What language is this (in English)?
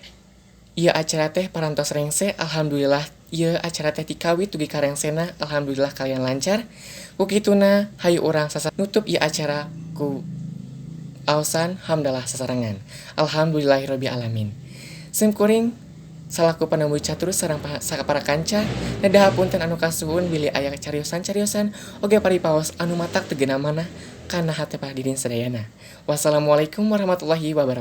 Sundanese